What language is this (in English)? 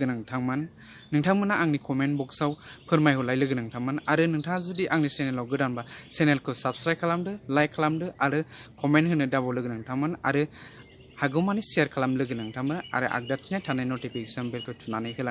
Bodo